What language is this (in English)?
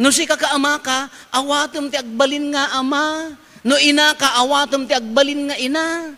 Iloko